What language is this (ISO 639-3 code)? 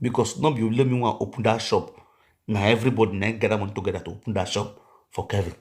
pcm